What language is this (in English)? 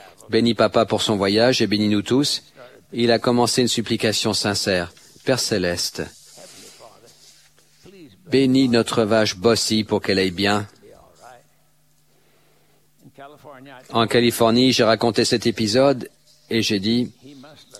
French